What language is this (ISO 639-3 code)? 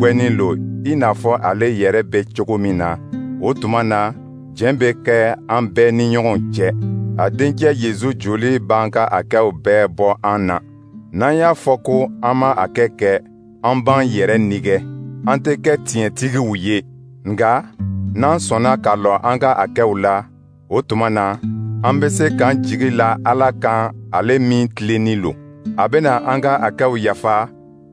dyu